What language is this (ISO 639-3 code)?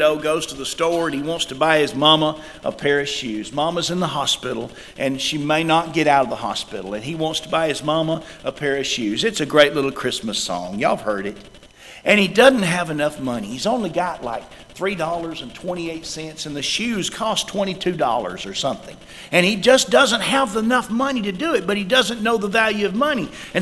eng